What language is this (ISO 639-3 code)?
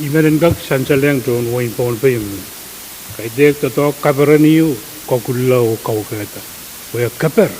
pon